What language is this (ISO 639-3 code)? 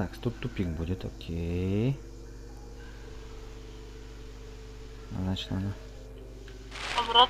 rus